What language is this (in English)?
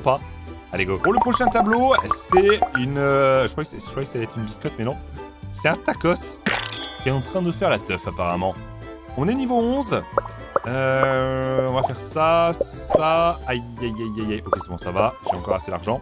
French